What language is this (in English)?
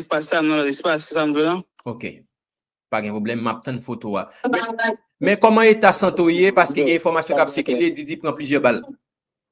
Haitian Creole